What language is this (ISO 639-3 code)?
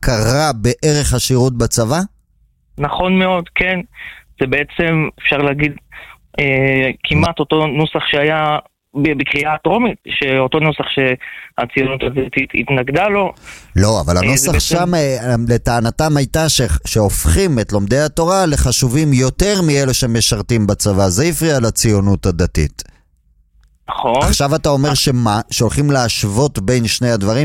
heb